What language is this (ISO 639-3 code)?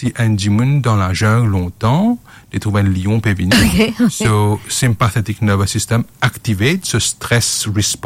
mfe